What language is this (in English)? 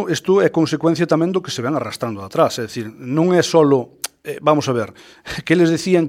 Galician